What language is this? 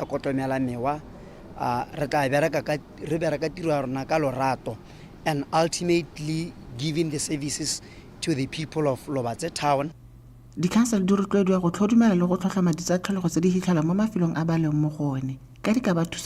Tswana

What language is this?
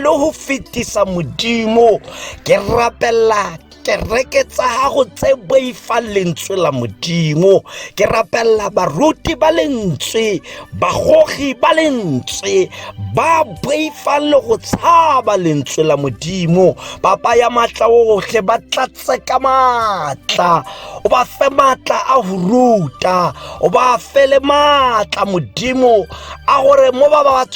Tswana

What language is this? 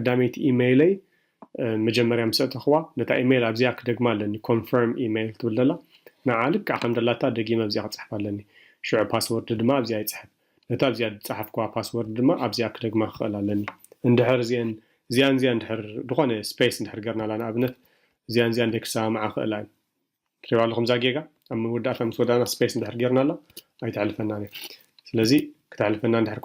Tigrinya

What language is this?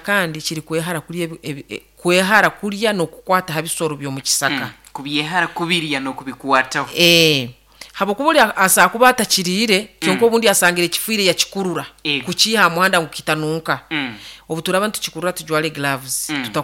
Nyoro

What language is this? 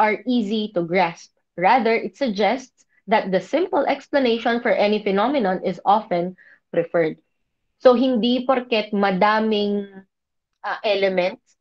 Filipino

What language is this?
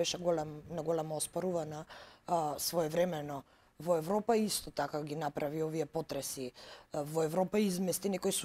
Macedonian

